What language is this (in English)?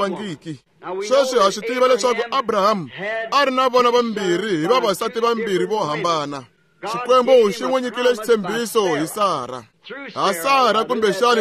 Tsonga